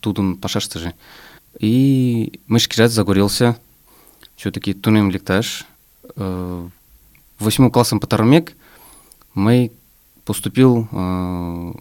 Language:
Mari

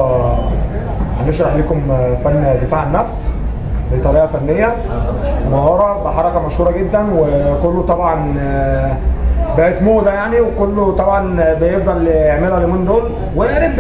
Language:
Egyptian Arabic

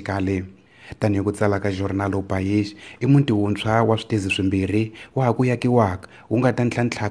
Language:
Tsonga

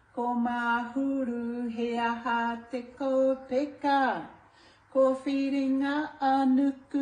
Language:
Māori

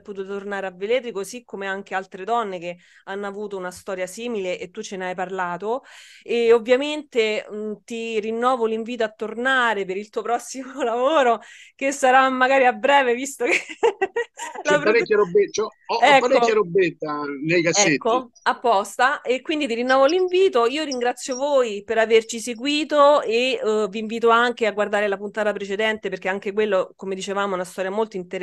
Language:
Italian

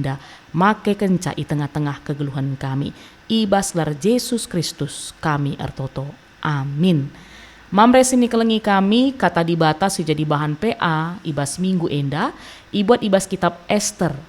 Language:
Batak Karo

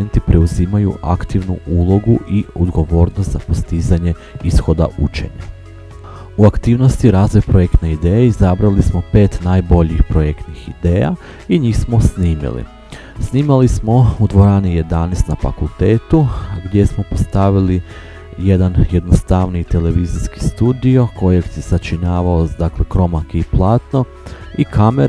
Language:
Croatian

